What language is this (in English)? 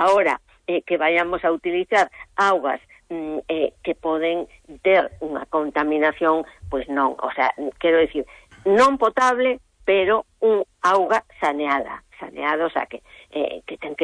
Galician